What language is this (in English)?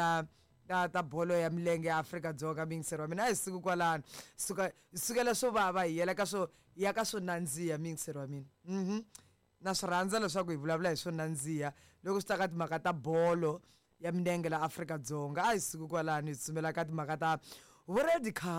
Tsonga